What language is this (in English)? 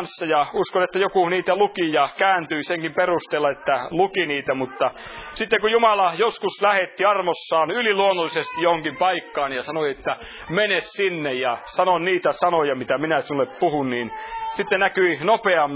Finnish